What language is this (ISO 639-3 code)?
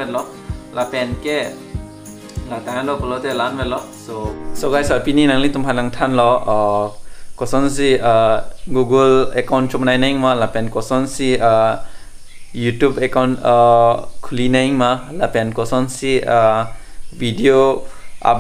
mjw